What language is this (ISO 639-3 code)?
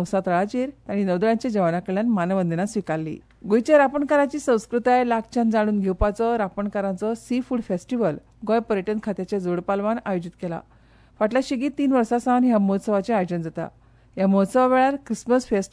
kok